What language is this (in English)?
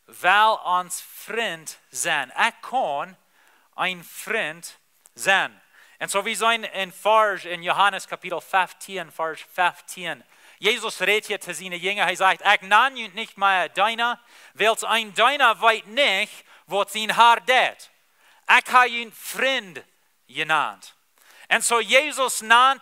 Plautdietsch